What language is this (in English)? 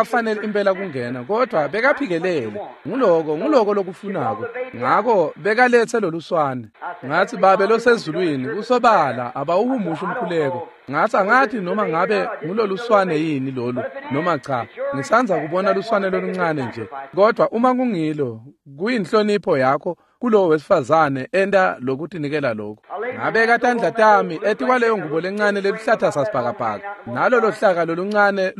Swati